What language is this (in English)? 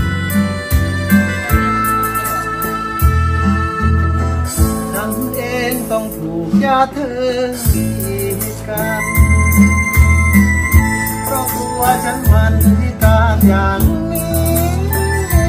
Thai